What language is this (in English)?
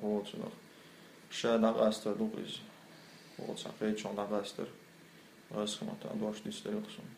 Chechen